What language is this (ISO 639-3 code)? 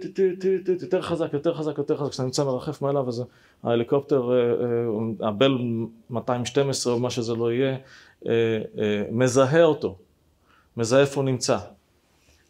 heb